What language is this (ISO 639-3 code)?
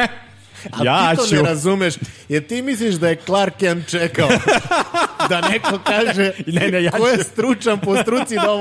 srp